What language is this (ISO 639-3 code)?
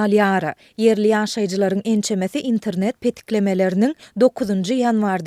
tuk